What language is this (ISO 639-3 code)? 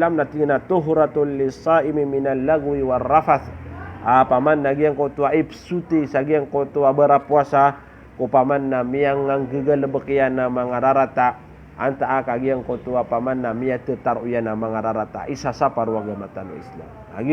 mrw